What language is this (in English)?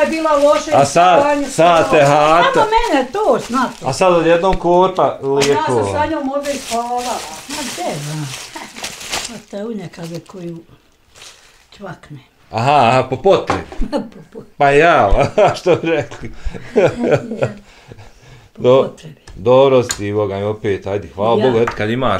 Bosnian